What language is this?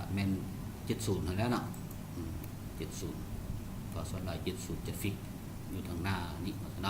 Lao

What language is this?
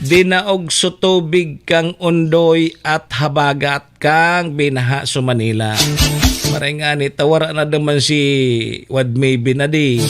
Bikol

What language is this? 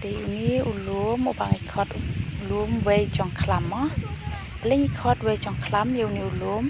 Khasi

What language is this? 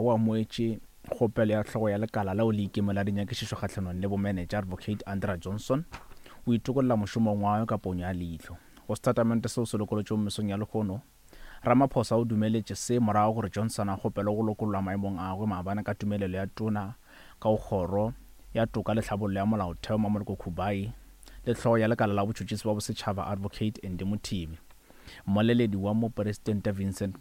Northern Sotho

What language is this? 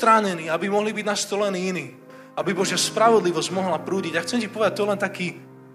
Slovak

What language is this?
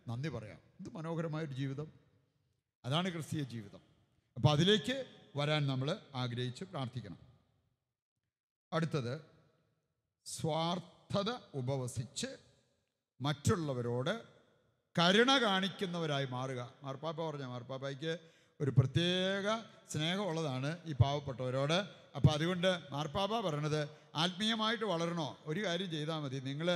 Malayalam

